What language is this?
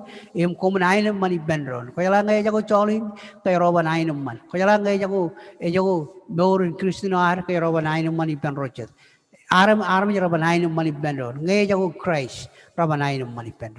Marshallese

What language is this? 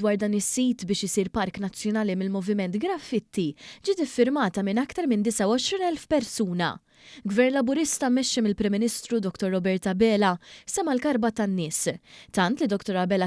Maltese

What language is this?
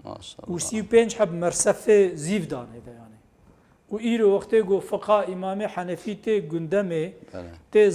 Kurdish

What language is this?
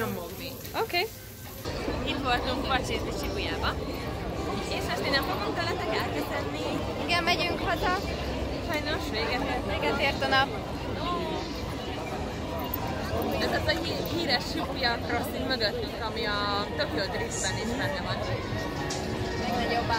Hungarian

